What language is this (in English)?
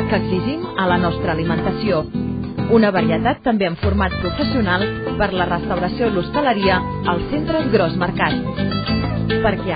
Catalan